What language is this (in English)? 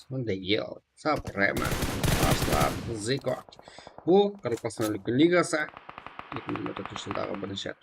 Kara-Kalpak